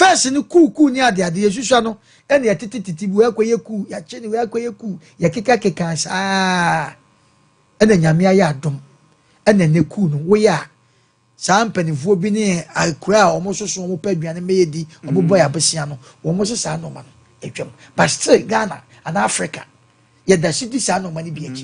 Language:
Akan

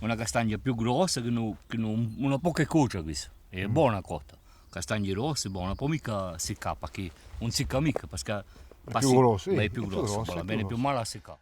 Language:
Corsican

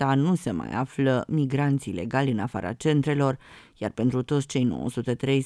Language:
Romanian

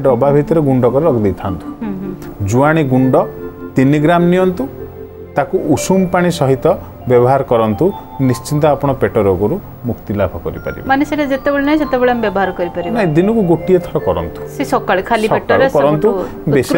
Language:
Odia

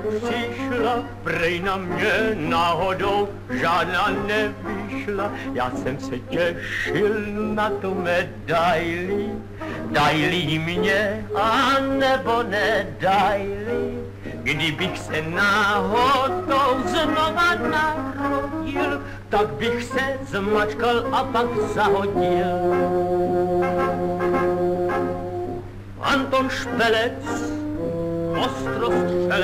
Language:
Czech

